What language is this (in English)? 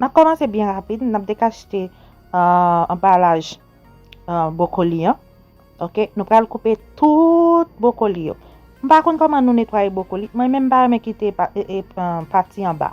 Haitian Creole